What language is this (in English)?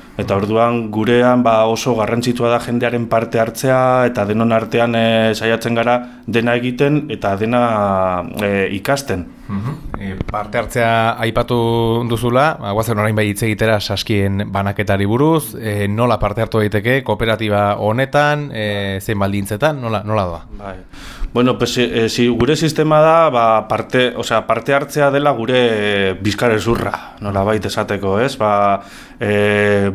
Basque